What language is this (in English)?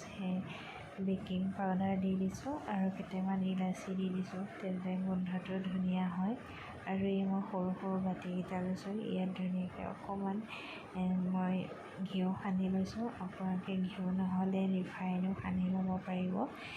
Assamese